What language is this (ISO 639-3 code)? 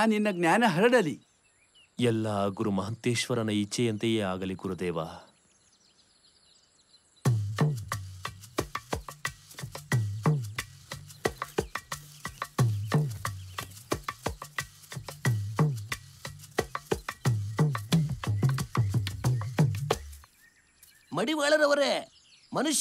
kan